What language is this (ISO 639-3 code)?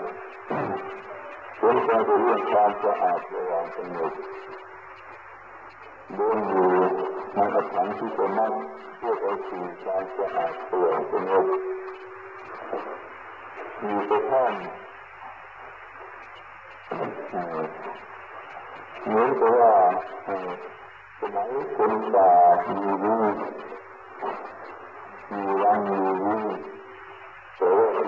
tha